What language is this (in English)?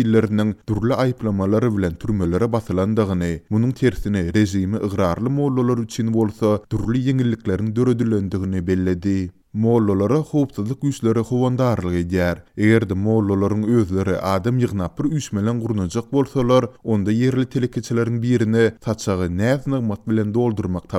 Turkmen